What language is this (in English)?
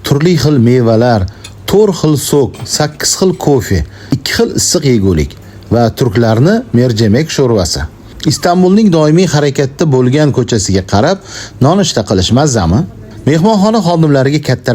Uzbek